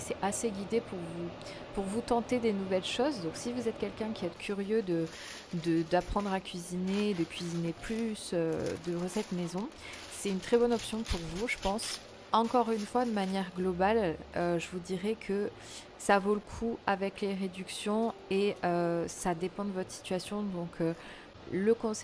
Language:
French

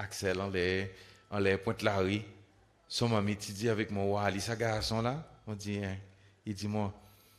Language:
Seselwa Creole French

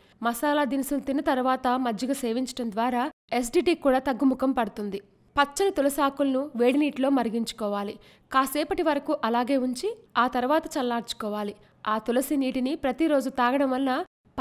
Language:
Telugu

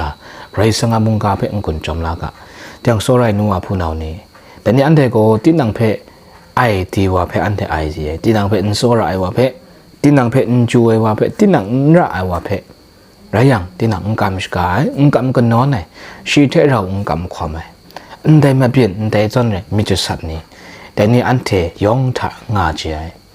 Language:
Kachin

